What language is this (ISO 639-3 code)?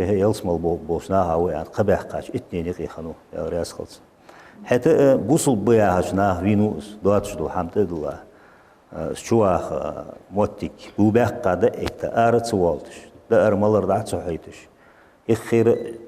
inh